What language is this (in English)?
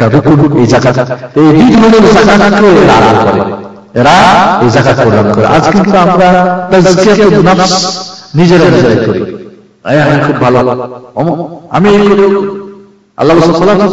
Bangla